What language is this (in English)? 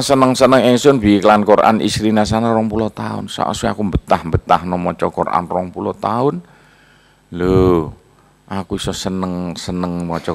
Javanese